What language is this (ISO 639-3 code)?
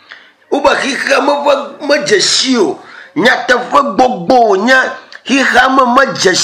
ewe